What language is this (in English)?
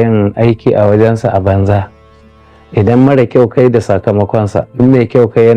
Hausa